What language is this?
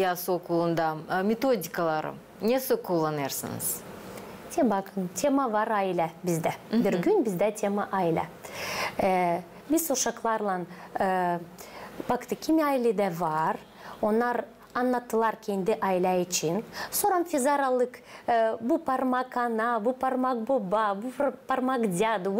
Gagauz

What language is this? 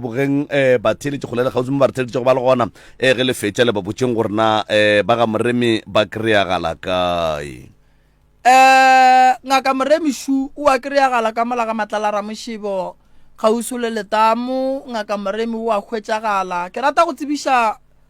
Northern Sotho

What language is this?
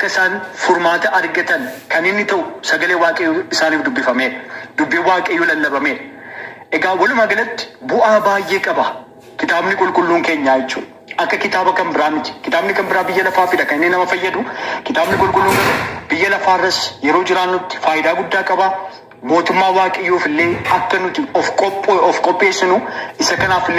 Oromo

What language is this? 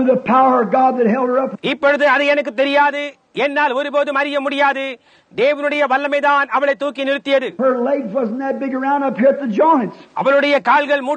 Tamil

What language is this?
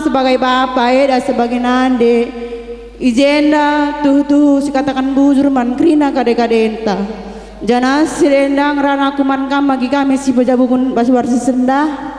Batak Karo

